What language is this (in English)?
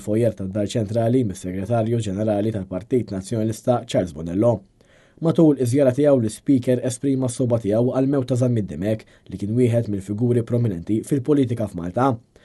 Maltese